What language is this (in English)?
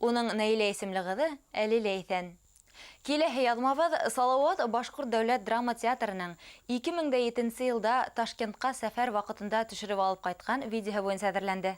Bashkir